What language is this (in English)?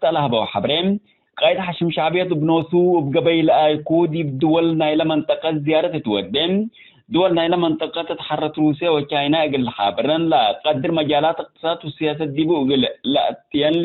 Tigre